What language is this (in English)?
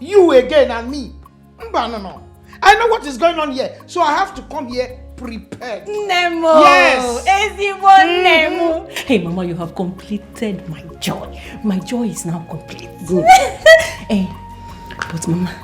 Nigerian Pidgin